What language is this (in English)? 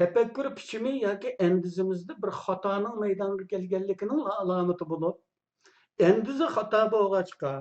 Uyghur